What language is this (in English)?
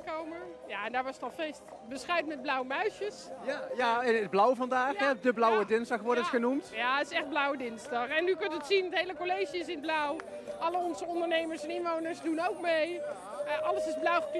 Dutch